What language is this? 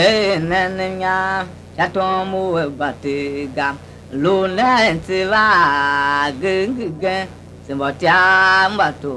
Tiv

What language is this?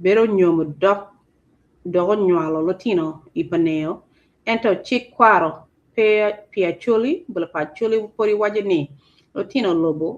Acoli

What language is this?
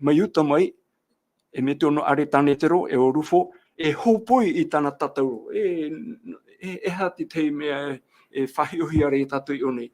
Tahitian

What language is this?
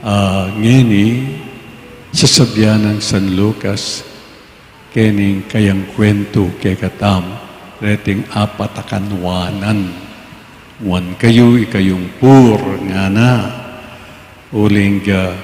Pampanga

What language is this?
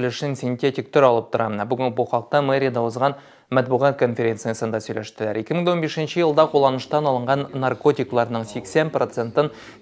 Tatar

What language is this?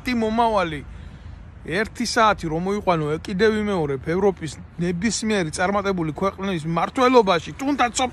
Georgian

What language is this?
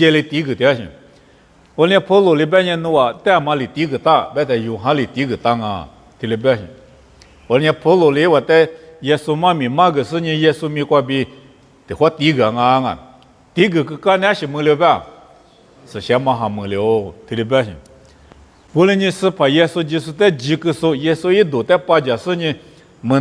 Lisu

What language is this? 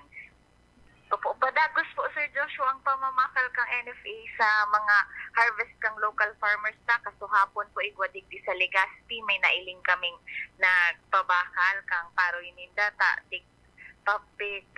Bikol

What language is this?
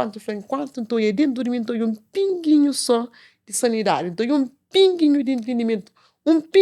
Kabuverdianu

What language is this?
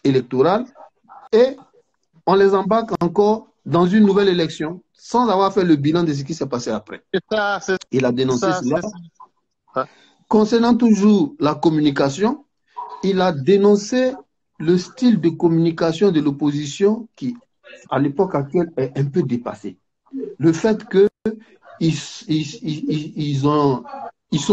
French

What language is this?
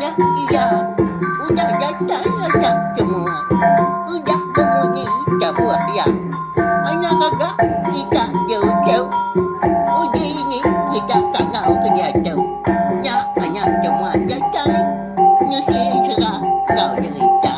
Iban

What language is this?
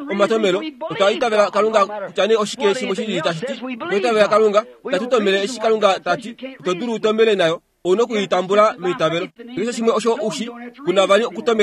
Kuanyama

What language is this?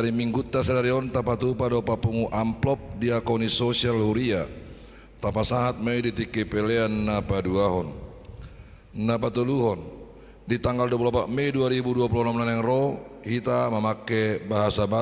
Batak Toba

